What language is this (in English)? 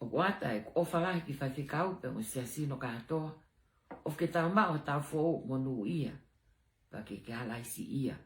Tongan